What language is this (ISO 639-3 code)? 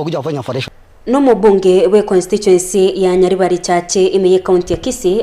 guz